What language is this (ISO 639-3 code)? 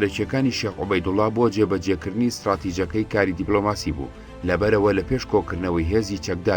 ckb